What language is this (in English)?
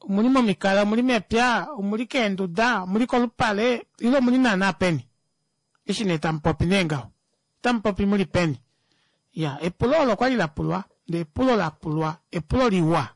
Kuanyama